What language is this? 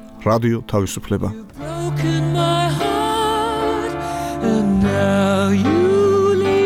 Georgian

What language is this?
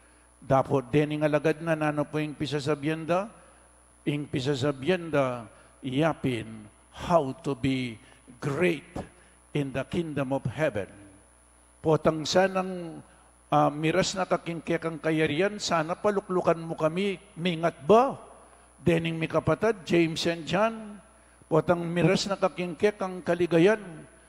Pampanga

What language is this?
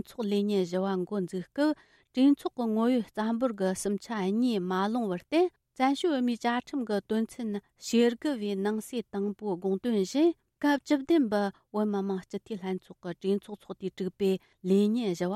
Tibetan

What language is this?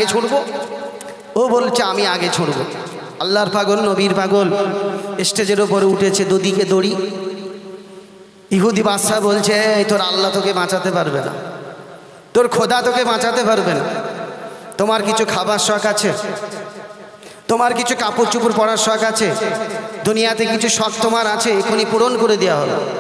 Bangla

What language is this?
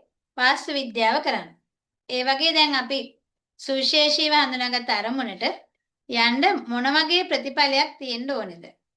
Sinhala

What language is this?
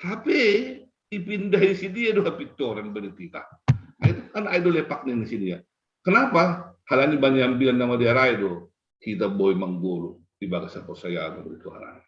Batak Simalungun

